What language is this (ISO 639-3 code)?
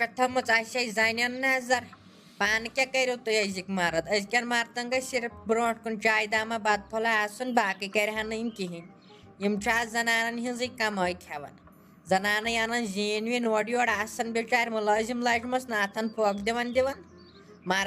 kas